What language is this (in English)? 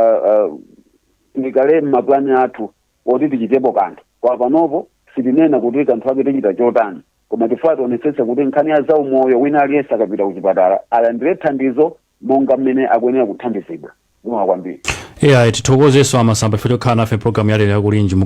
Nyanja